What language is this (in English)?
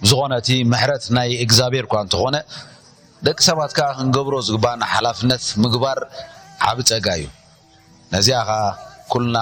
Tigrinya